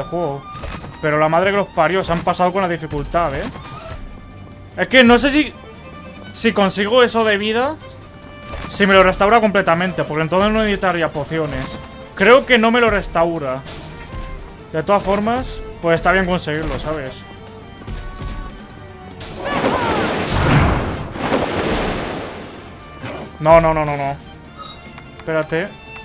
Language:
Spanish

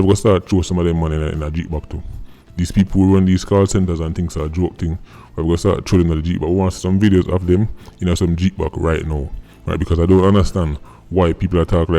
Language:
Jamaican Creole English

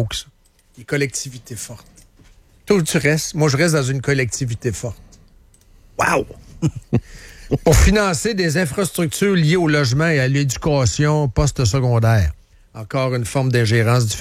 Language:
French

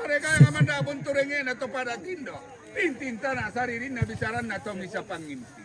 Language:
Toraja-Sa'dan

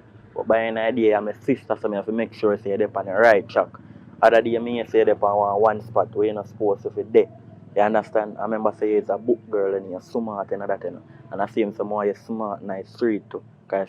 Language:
Jamaican Creole English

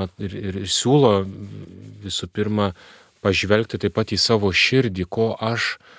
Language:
Lithuanian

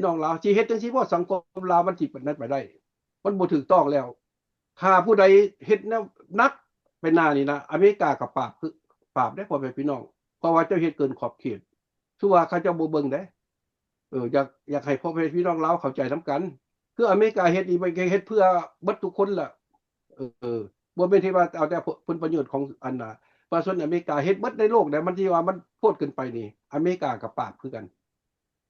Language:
Lao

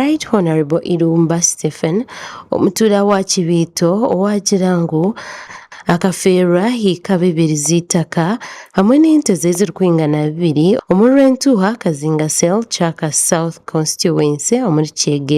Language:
Nyankole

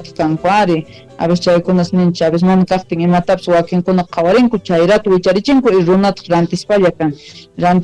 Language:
South Bolivian Quechua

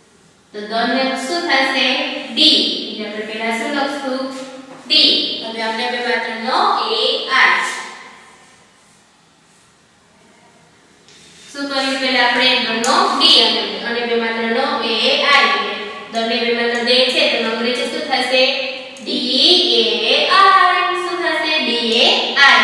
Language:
Gujarati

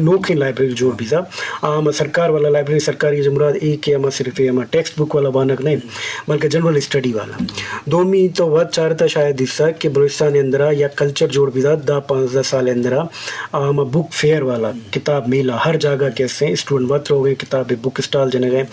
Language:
Eastern Balochi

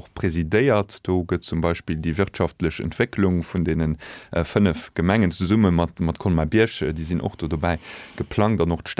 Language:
Luxembourgish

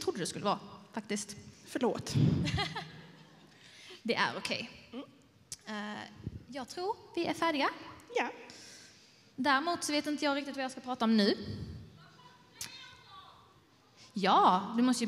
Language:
Swedish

